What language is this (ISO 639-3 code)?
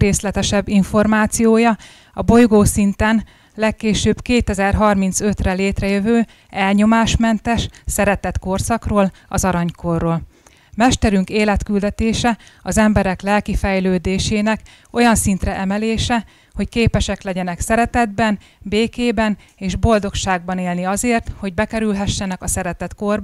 hun